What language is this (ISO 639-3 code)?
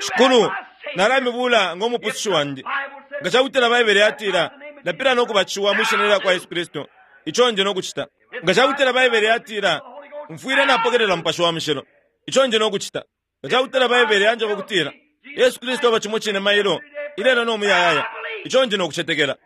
bem